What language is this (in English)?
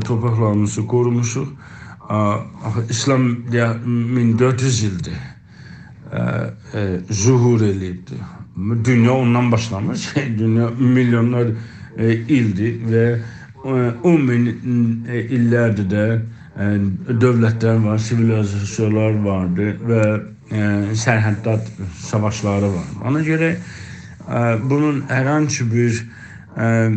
South Azerbaijani